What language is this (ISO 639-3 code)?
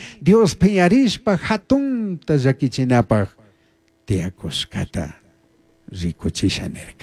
qug